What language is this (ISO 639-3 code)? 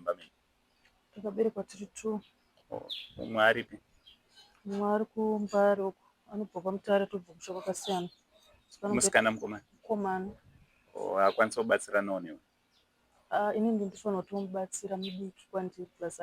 sna